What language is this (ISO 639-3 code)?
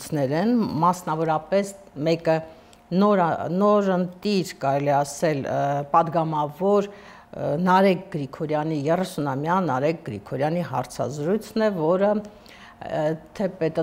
hye